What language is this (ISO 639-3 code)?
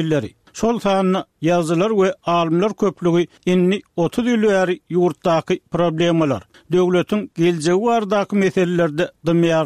tuk